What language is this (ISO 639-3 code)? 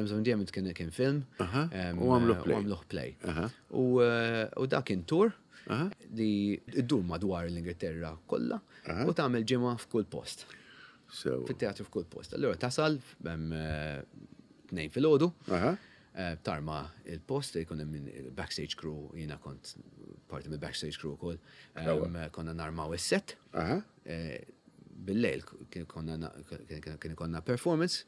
mlt